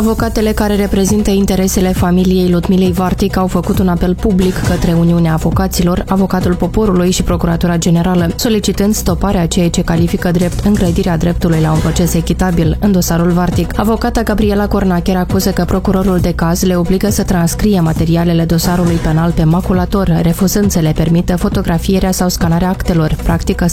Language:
Romanian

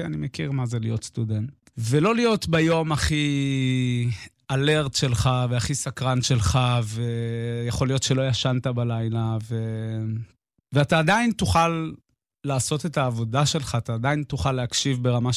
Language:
Hebrew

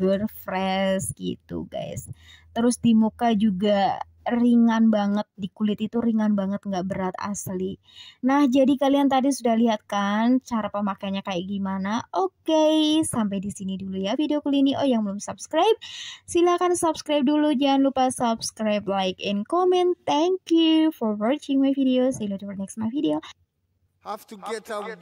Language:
Indonesian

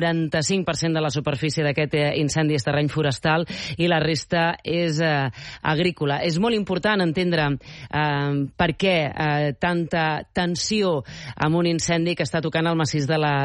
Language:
Catalan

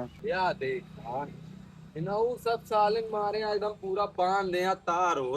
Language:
Awadhi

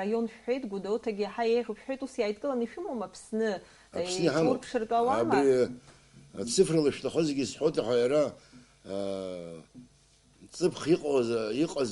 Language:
Abkhazian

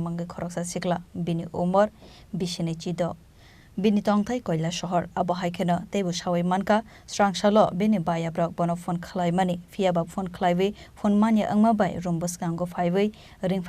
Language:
Kok Borok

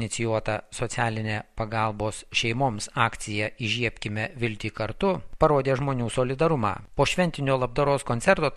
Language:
Lithuanian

